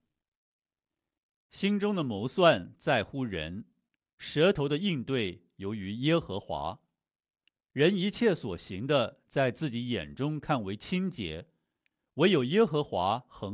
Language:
Chinese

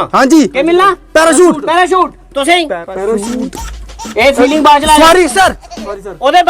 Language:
Dogri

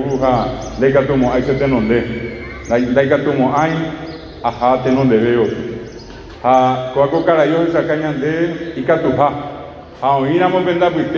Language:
Guarani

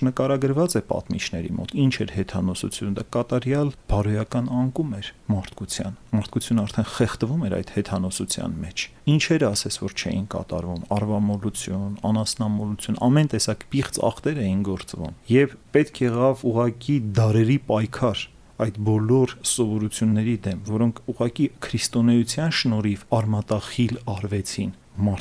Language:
Armenian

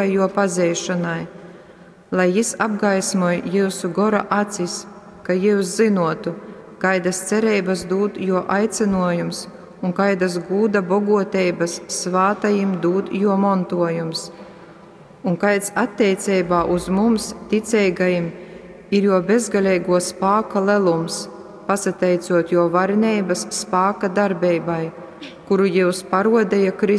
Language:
Latgalian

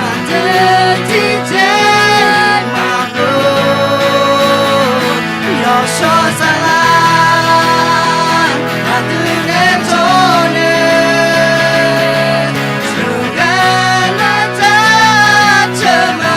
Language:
Akha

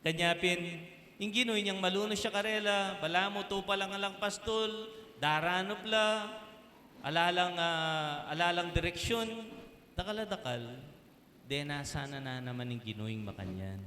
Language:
Pampanga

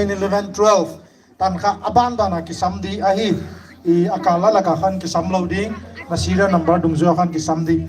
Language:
Paite Chin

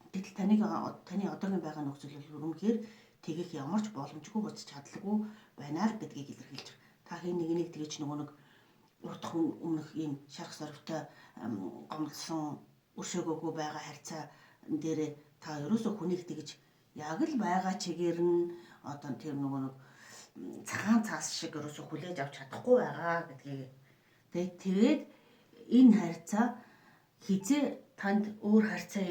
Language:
Mongolian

